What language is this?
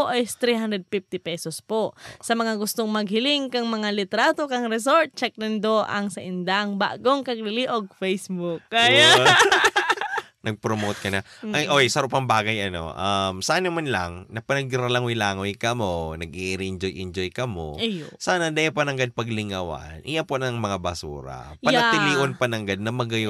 Bikol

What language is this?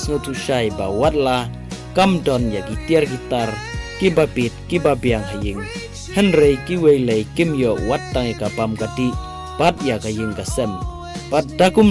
Khasi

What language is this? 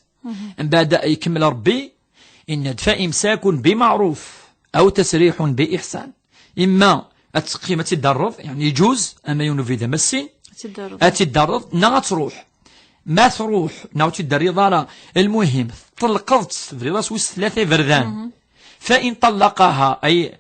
Kabyle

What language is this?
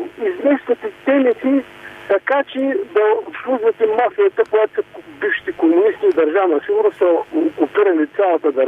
Bulgarian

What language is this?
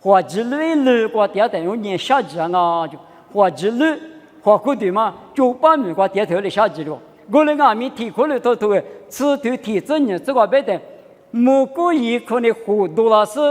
Lisu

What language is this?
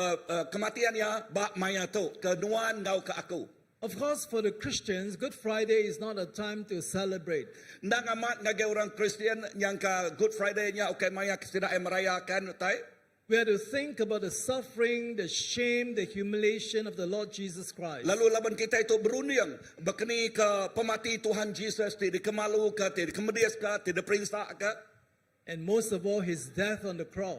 Iban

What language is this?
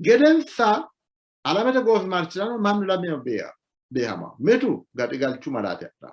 Sidamo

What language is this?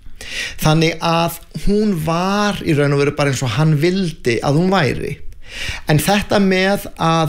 Icelandic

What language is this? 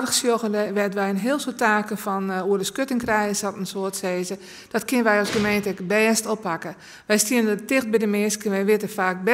Western Frisian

